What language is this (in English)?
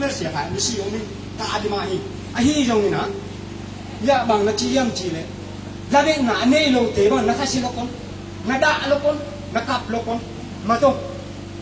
Tedim Chin